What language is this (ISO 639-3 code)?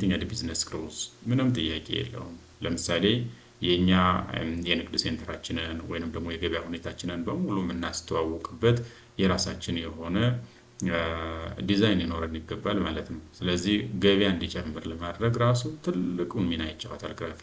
amh